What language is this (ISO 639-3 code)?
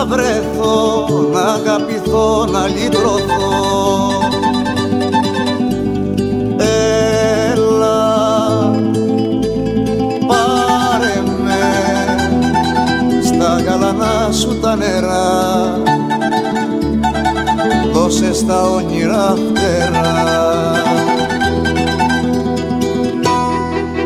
ell